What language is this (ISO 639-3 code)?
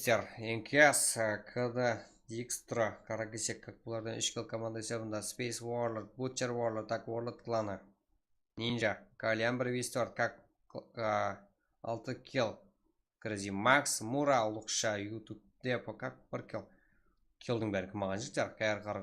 kaa